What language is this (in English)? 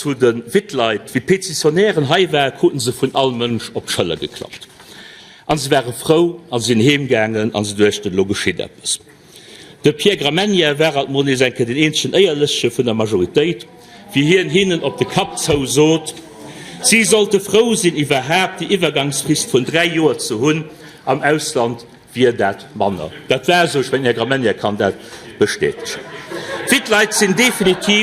Luxembourgish